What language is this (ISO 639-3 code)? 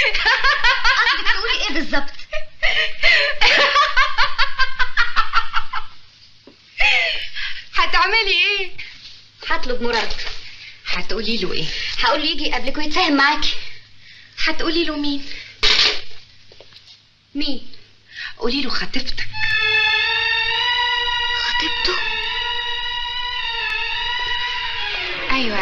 arz